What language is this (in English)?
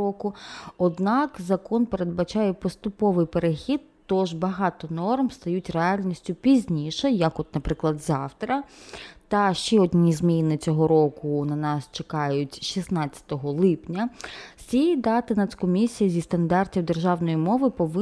Ukrainian